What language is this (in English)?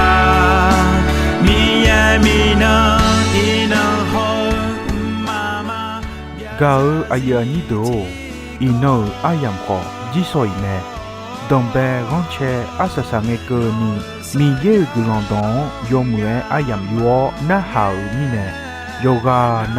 Akha